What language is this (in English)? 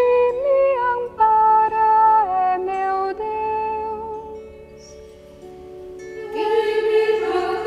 Portuguese